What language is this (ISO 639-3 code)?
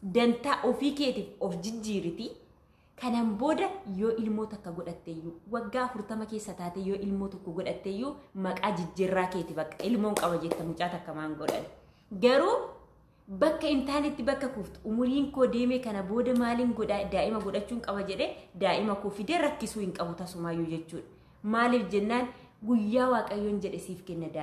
orm